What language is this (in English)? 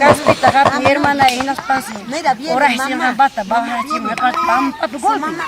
Ayacucho Quechua